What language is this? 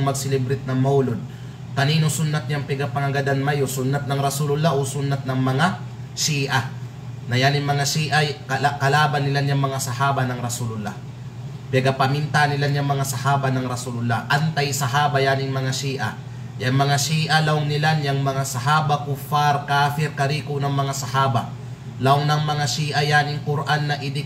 Kalagan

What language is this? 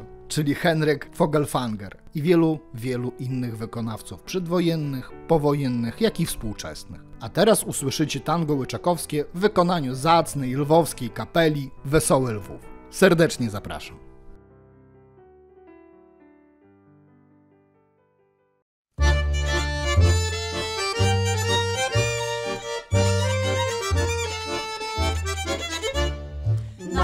Polish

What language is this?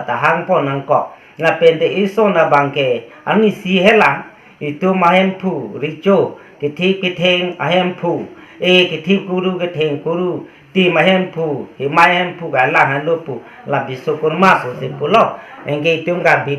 Karbi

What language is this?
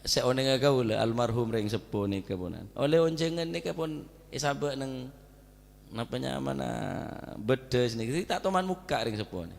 Madurese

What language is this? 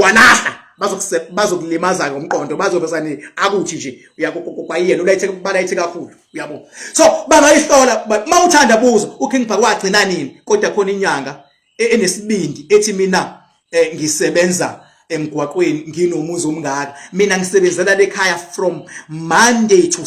Zulu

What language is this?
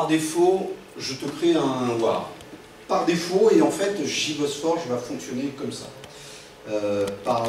French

